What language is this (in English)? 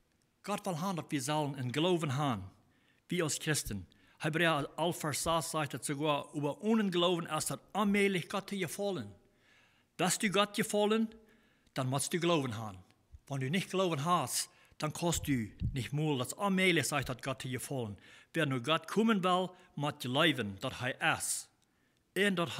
Plautdietsch